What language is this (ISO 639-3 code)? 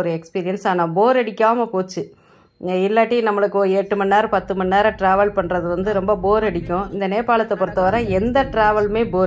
tam